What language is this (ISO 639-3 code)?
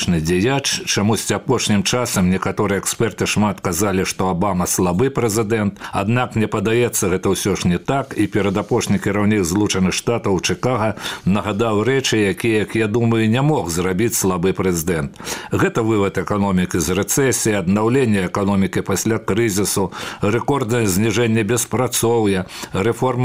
bel